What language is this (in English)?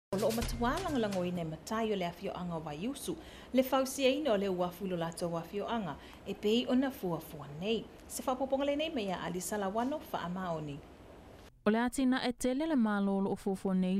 Samoan